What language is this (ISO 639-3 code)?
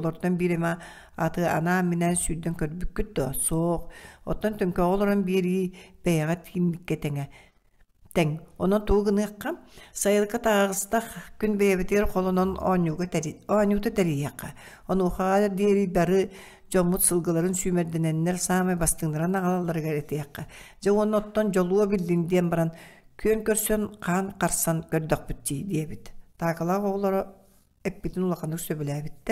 sah